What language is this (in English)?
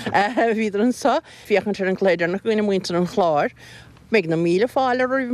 Irish